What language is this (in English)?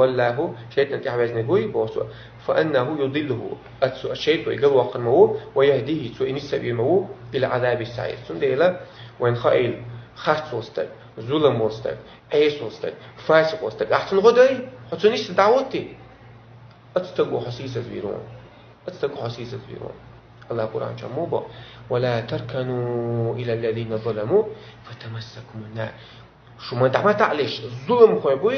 Chechen